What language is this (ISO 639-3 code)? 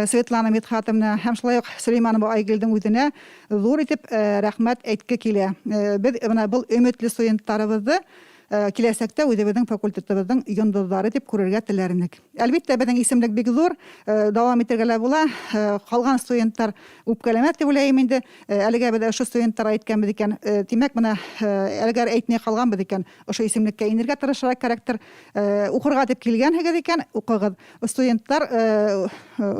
bak